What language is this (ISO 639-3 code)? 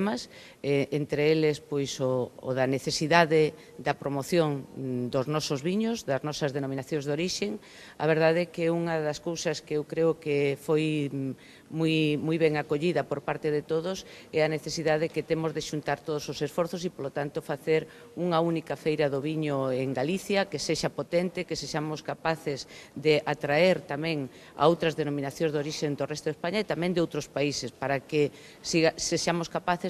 glg